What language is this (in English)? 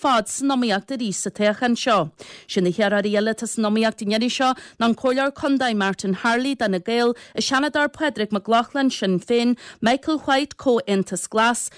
Irish